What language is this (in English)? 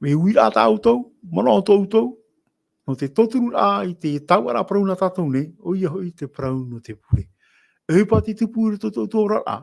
Tahitian